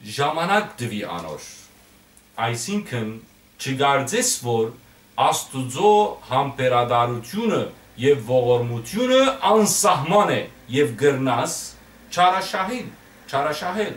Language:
Western Armenian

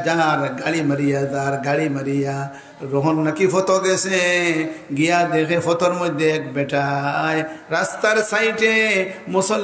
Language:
Sylheti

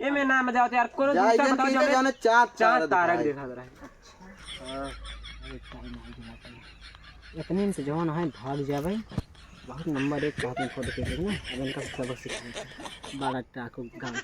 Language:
Awadhi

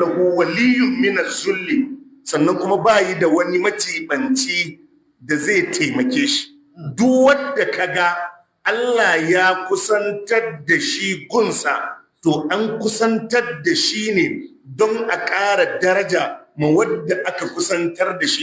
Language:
Hausa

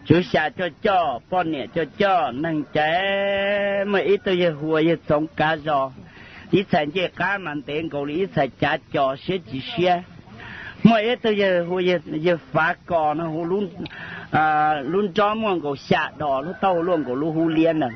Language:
Hmong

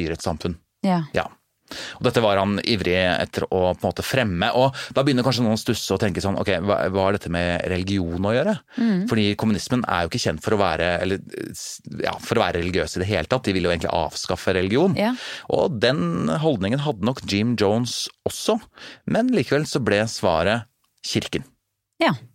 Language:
Norwegian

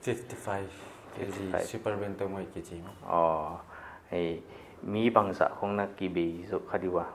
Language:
Paite Chin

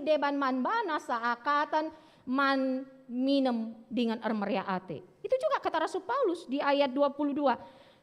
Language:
Batak Karo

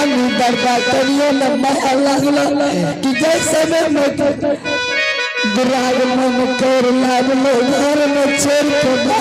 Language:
Maithili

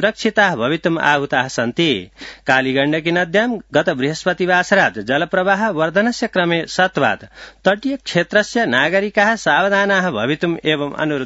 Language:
Sanskrit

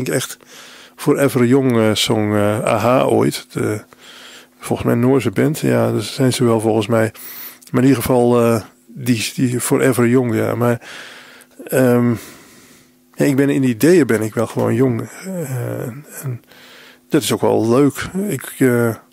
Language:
Dutch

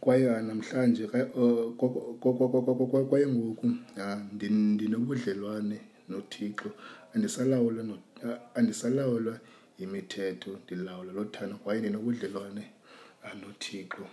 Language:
Xhosa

